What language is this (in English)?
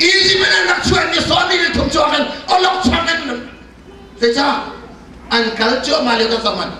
Hakha Chin